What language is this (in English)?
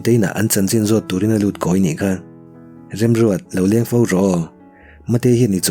Mizo